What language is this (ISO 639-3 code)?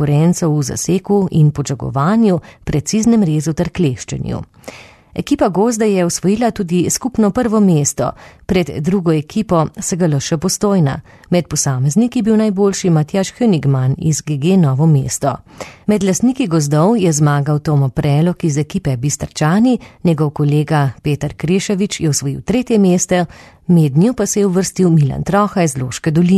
slv